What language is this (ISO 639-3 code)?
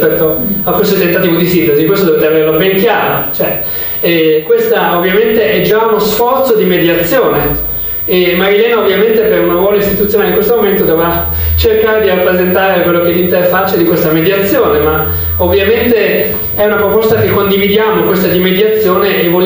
ita